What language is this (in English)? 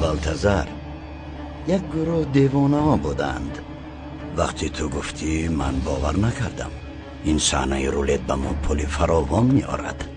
Tajik